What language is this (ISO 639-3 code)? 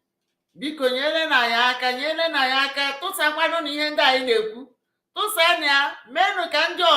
ibo